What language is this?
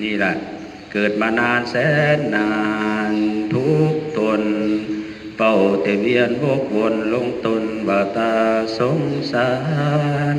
Northeastern Thai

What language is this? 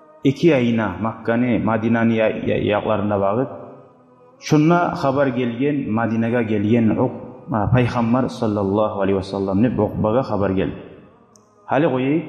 Kumyk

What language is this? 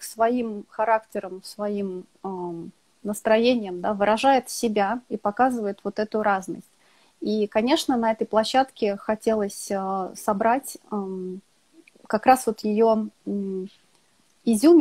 Russian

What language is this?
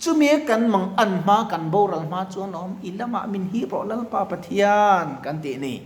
Mizo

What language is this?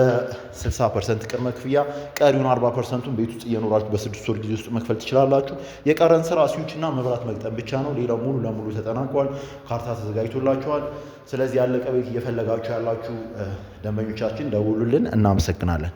Amharic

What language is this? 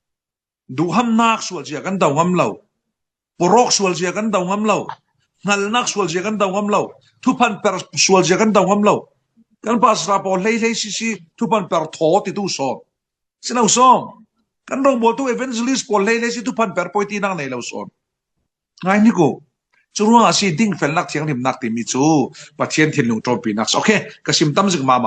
Falam Chin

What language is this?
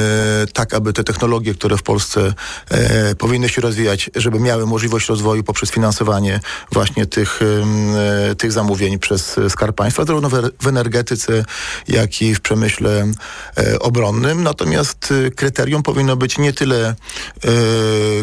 Polish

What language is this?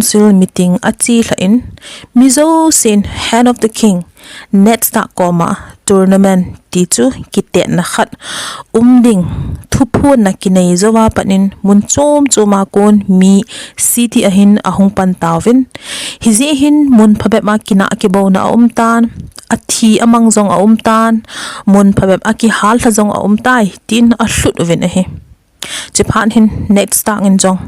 Thado Chin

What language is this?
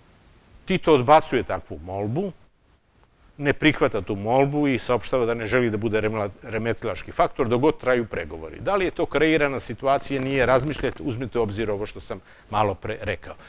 Serbian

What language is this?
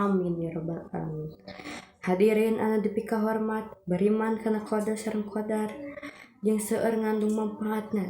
Sundanese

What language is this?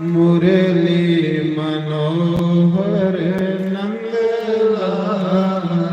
Dogri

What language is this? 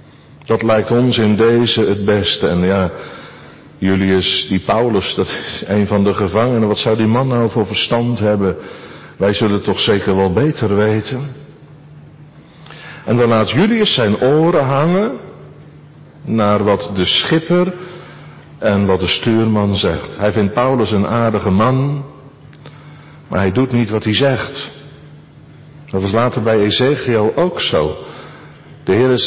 Dutch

